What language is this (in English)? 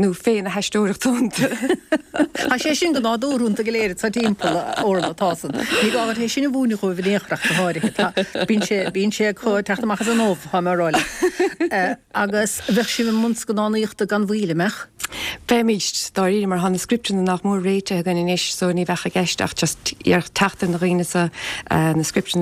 Irish